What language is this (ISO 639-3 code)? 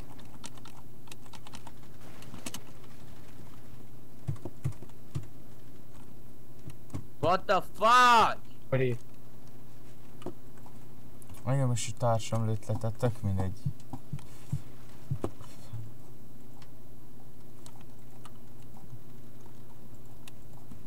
hun